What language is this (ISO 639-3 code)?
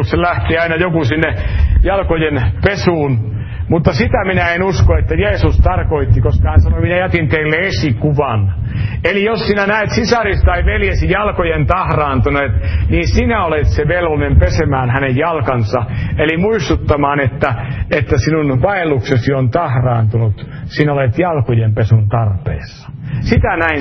fin